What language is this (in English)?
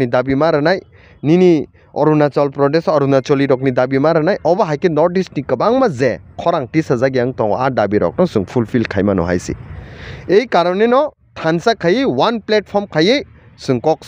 Kok Borok